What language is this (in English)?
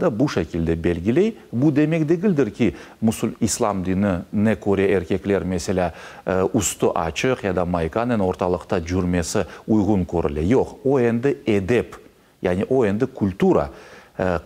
Crimean Tatar